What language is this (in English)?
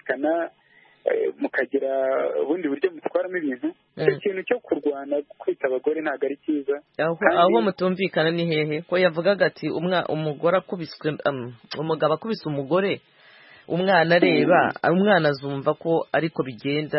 Kinyarwanda